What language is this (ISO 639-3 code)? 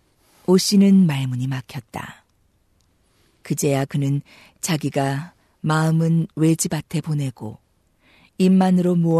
kor